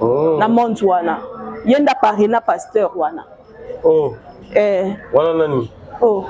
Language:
Lingala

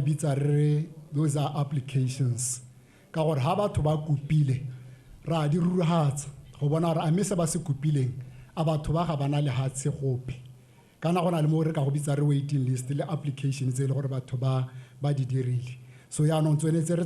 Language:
Tswana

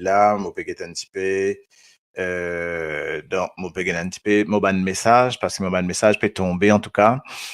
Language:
Morisyen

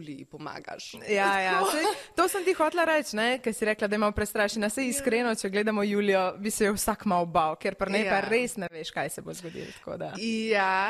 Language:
Slovenian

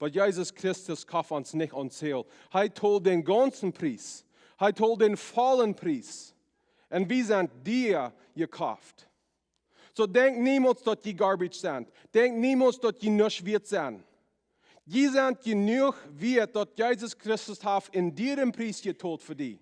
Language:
Plautdietsch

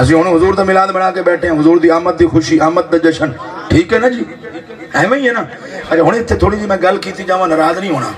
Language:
Saraiki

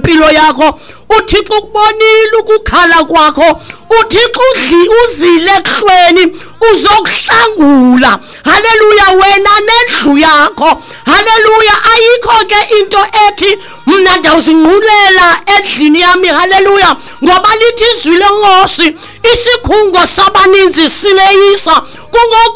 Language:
Xhosa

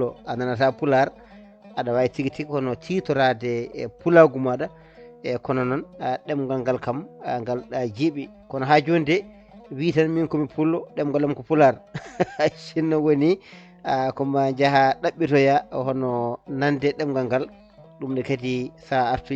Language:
Fula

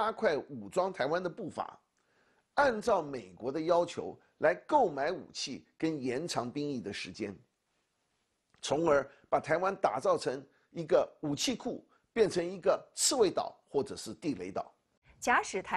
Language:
Chinese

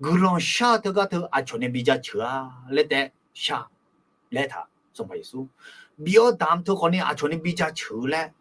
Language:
Akha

